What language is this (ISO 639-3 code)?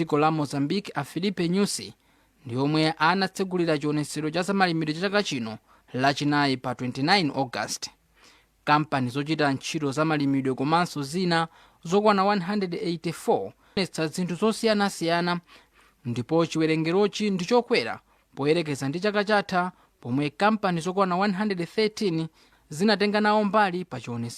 nya